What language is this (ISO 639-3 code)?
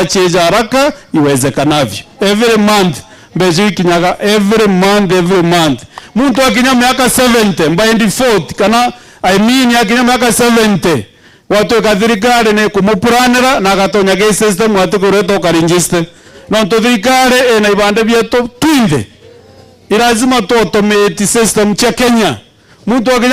mer